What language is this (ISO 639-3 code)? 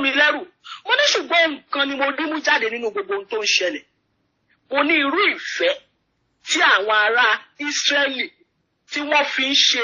yor